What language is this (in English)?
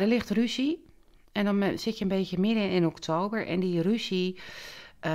Dutch